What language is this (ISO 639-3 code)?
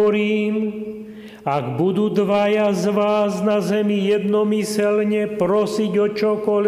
slk